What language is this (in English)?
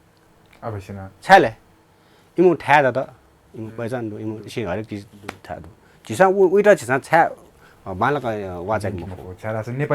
Newari